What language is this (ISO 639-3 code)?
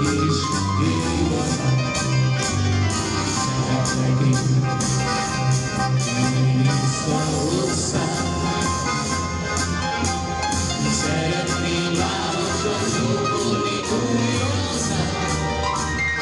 hun